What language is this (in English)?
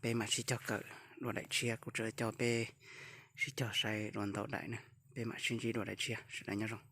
Hmong